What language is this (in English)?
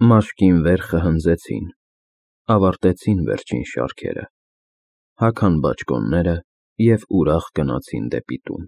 Armenian